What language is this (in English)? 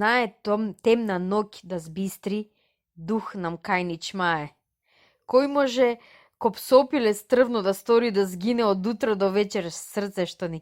Macedonian